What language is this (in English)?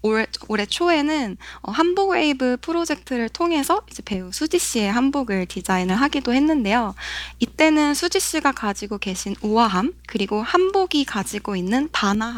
Korean